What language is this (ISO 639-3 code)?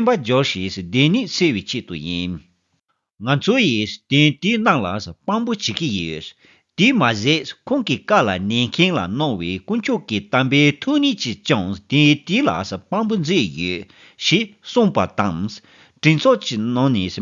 bod